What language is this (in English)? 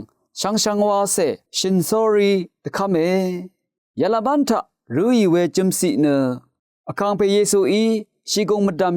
Rawang